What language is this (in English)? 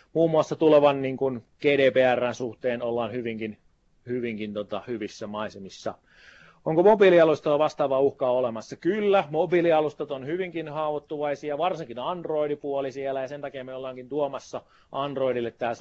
Finnish